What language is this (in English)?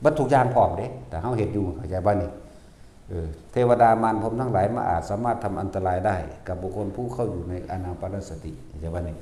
Northeastern Thai